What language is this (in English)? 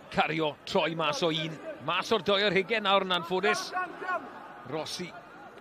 Welsh